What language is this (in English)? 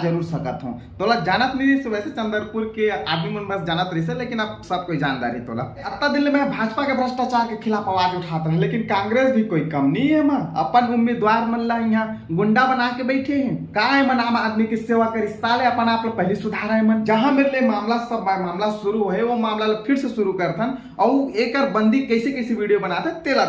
Chhattisgarhi